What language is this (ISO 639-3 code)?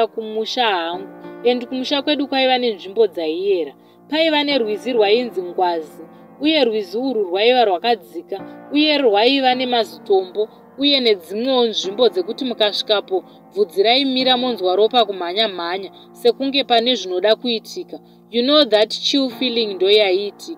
sna